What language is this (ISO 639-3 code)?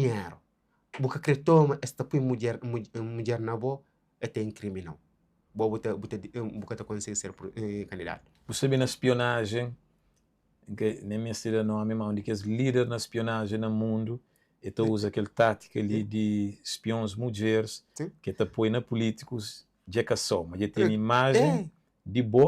kea